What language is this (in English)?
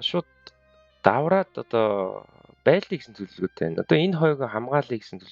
Mongolian